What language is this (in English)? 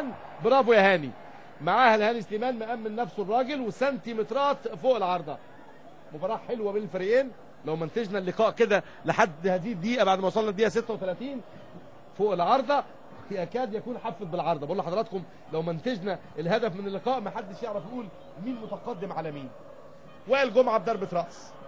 Egyptian Arabic